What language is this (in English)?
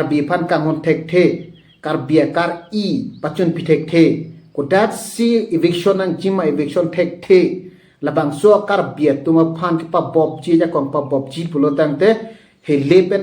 Karbi